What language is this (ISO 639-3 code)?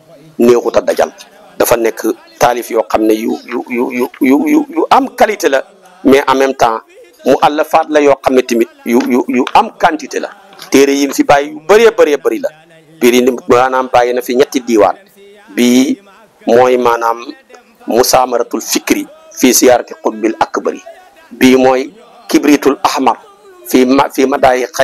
wol